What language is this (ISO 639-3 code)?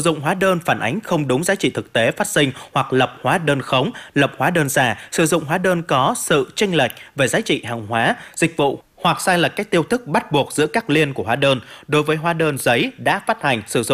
vie